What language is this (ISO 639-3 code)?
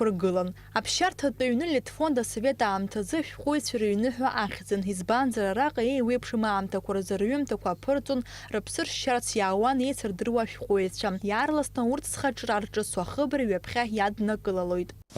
abk